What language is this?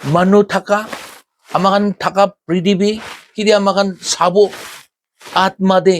Naga Pidgin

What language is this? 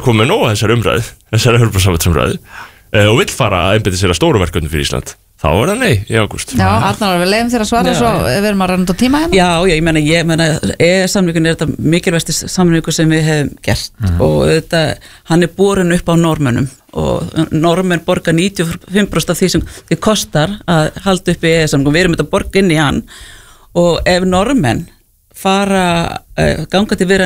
Icelandic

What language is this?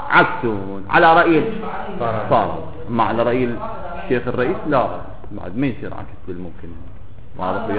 Mesopotamian Arabic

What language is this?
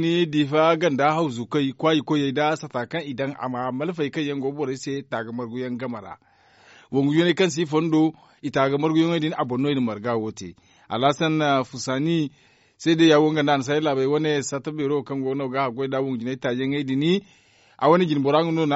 Zarma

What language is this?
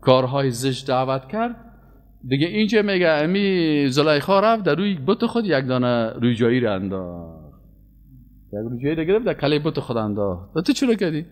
Persian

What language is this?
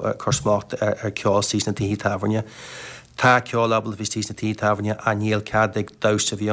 Irish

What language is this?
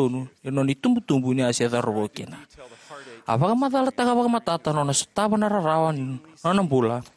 Fijian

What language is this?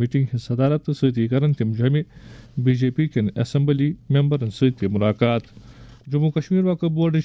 Kashmiri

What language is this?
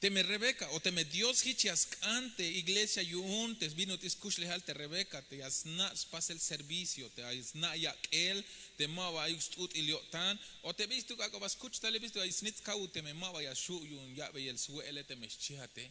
Tzeltal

